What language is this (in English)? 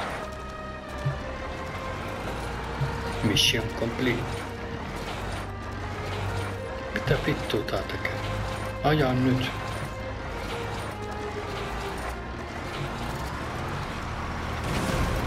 Finnish